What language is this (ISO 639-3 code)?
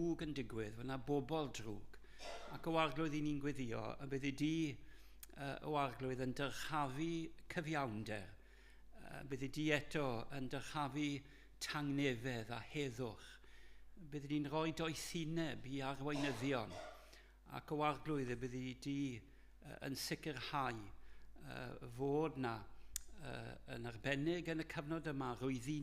cym